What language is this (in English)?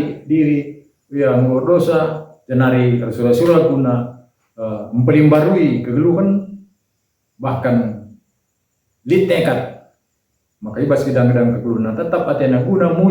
Batak Karo